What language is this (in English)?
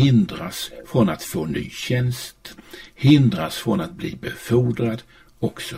Swedish